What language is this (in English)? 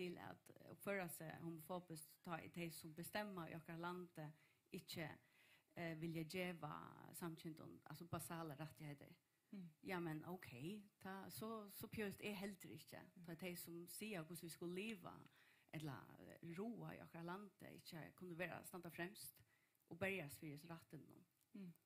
Faroese